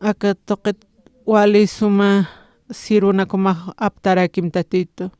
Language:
Aymara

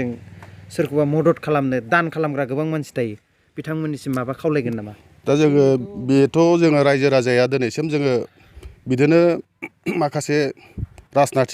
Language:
Bodo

